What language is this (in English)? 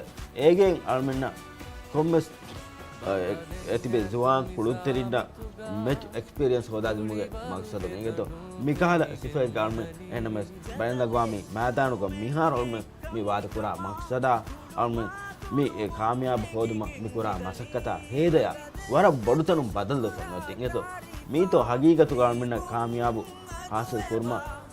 Divehi